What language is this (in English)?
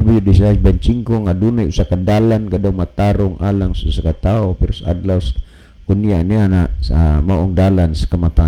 Cebuano